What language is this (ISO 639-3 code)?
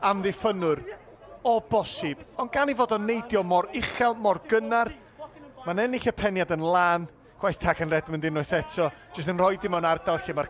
cym